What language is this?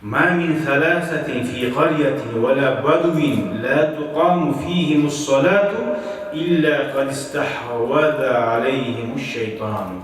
Kumyk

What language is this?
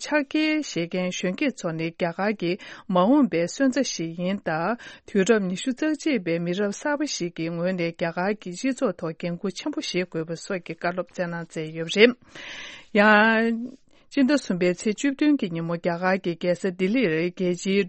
Tibetan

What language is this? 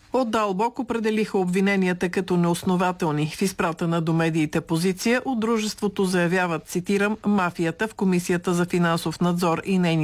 Bulgarian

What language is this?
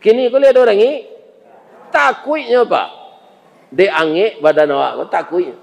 Minangkabau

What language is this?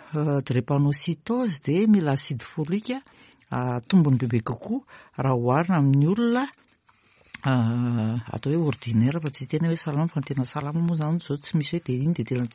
Malagasy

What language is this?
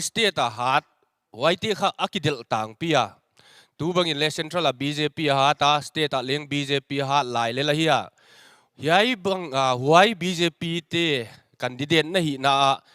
Paite Chin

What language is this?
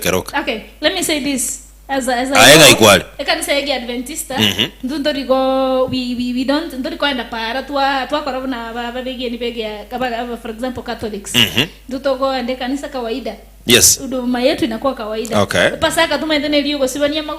Gusii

